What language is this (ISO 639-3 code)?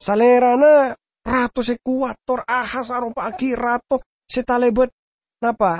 mad